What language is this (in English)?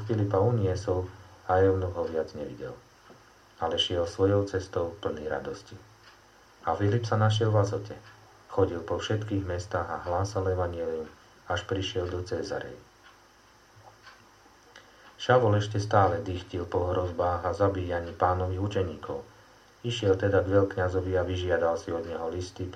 Slovak